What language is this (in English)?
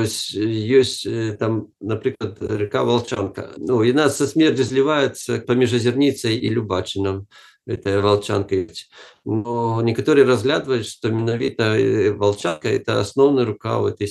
Belarusian